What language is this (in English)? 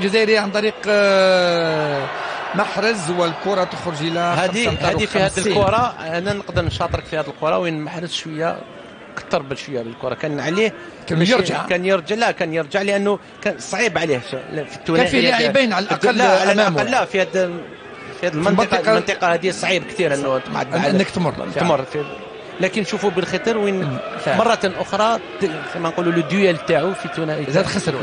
Algerian Arabic